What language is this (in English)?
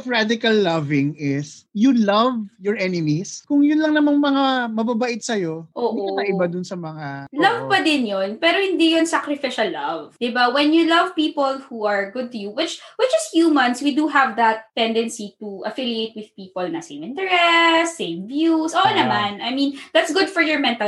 Filipino